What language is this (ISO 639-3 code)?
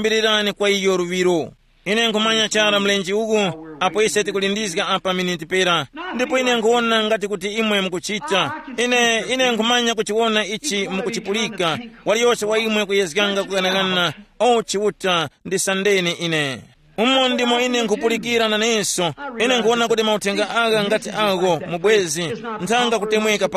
tum